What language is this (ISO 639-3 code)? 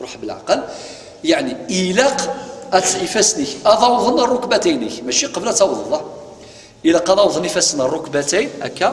kab